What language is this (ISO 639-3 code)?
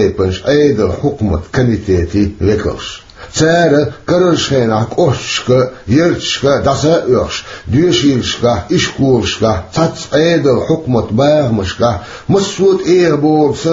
che